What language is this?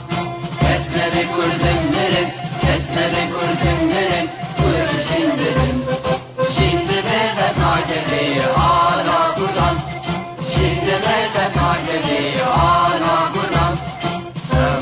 Kurdish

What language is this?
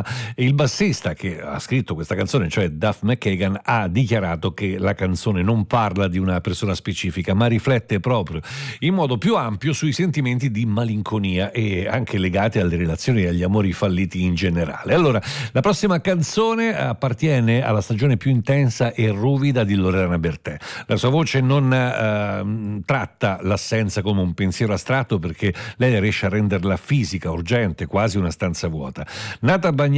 Italian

